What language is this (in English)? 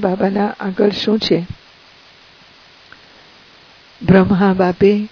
Gujarati